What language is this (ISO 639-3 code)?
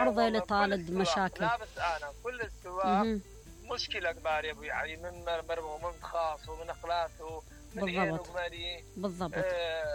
acm